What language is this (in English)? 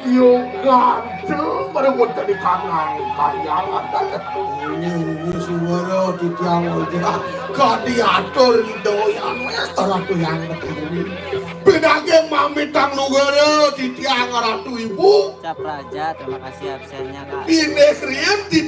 Balinese